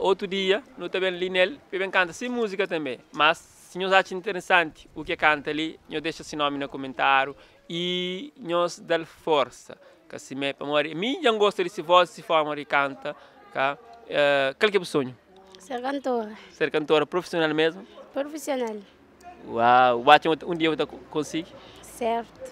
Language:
Kabuverdianu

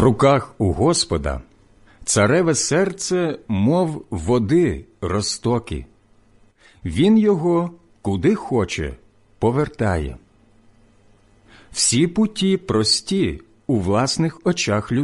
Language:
Ukrainian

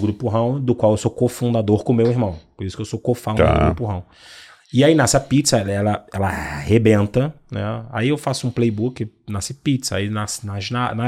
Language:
Portuguese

